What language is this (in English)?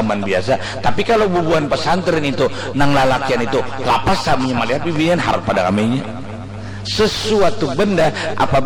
Banjar